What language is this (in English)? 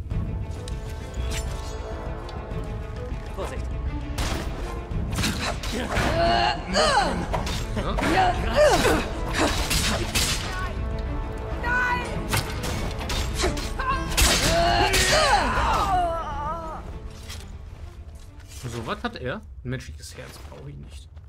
German